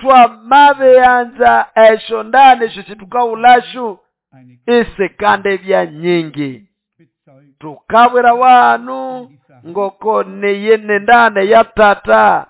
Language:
Nande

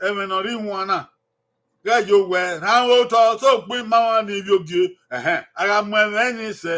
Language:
Bini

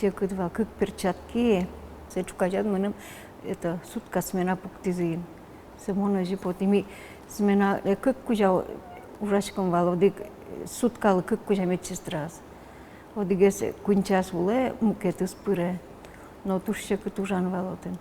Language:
Udmurt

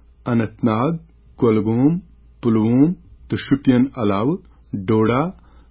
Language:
Kashmiri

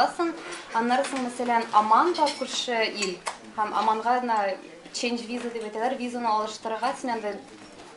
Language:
Tatar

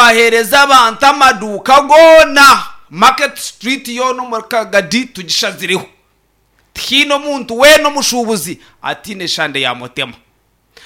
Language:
Nyankole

